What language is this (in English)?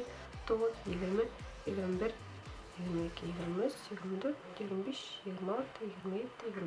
Bashkir